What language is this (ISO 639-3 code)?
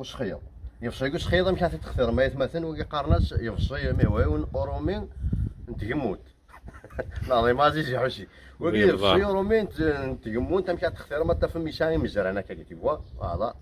kab